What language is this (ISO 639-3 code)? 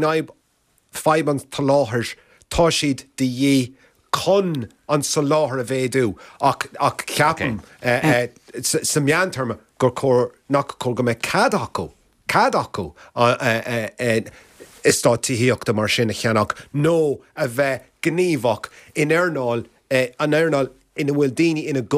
gle